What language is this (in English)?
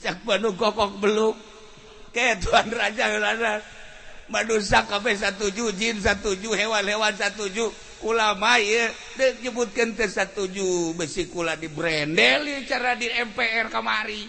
Sundanese